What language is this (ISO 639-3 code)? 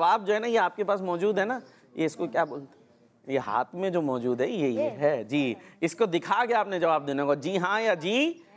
hin